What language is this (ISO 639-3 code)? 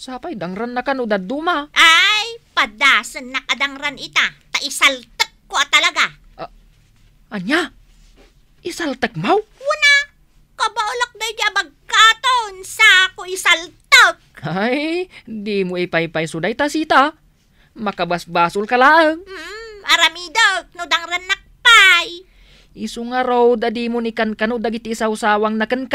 ilo